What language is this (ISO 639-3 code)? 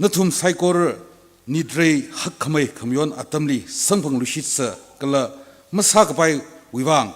nmf